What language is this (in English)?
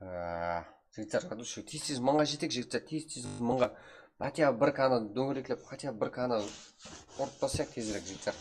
Kara-Kalpak